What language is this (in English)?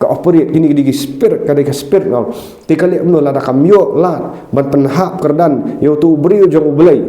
Khasi